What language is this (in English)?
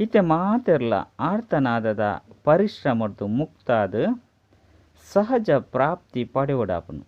Tulu